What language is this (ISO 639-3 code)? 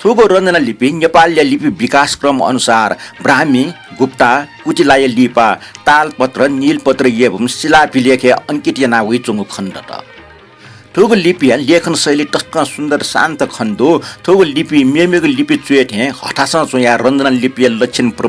new